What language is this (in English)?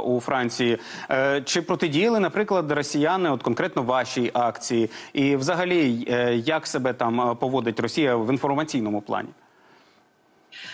Ukrainian